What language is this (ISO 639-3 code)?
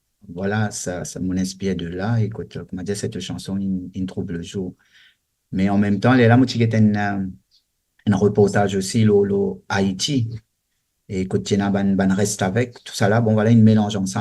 mfe